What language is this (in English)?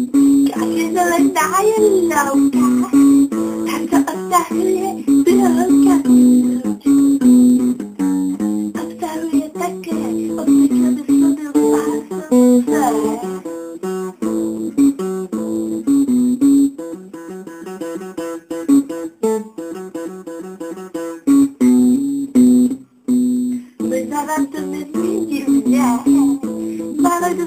Czech